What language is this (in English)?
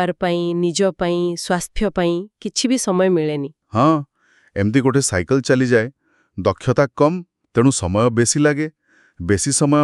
Odia